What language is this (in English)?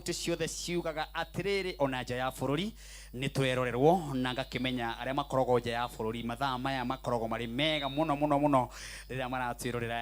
Kikuyu